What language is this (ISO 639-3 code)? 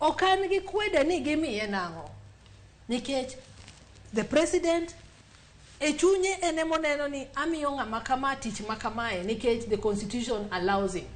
luo